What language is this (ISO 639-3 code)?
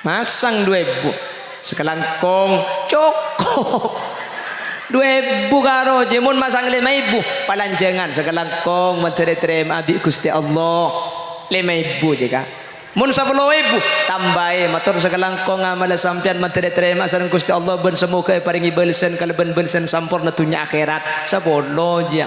mad